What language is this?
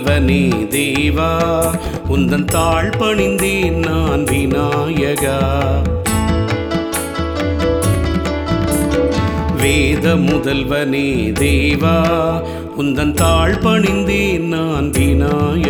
Tamil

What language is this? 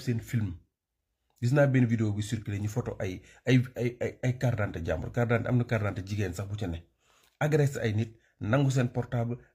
Wolof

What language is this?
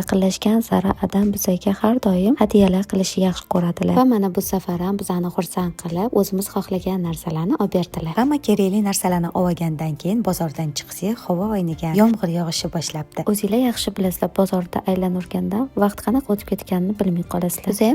Uzbek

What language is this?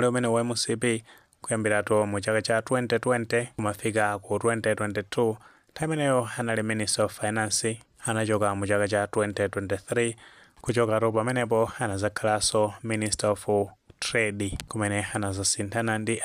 Nyanja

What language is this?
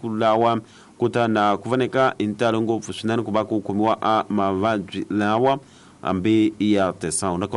Tsonga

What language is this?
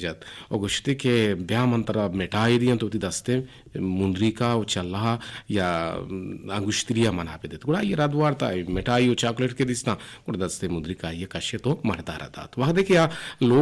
Eastern Balochi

